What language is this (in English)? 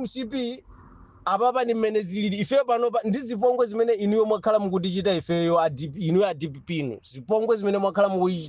Nyanja